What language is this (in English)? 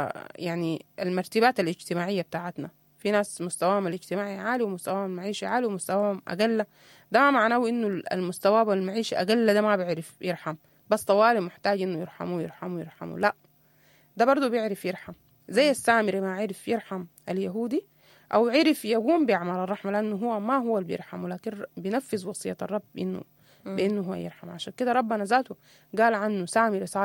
Sudanese Arabic